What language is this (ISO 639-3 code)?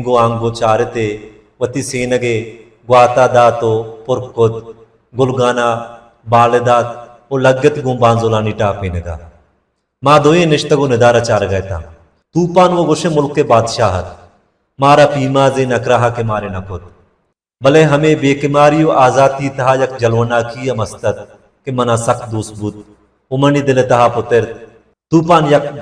bal